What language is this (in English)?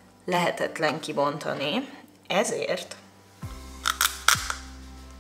Hungarian